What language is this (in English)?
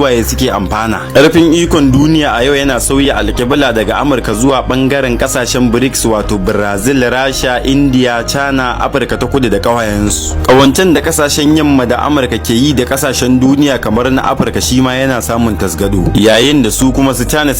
Hausa